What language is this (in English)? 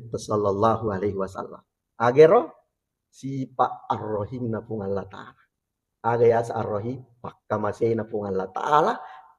Buginese